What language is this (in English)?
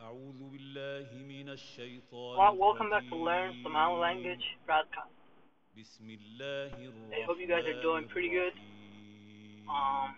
English